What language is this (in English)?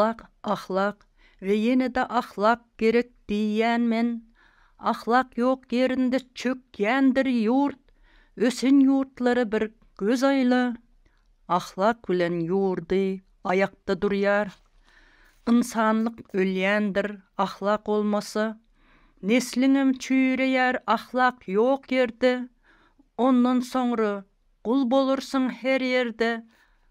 Turkmen